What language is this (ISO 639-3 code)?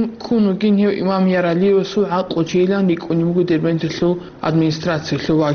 ava